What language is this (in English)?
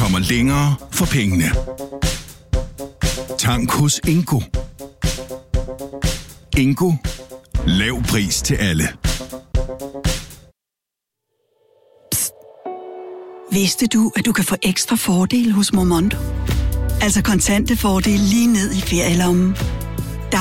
Danish